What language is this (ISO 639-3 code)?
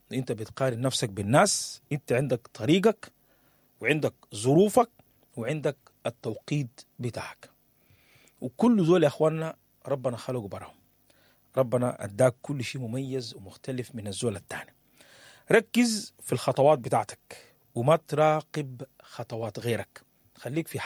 apd